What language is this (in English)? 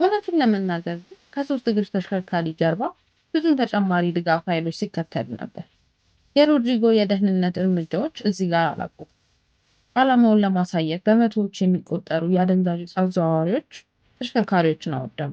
Amharic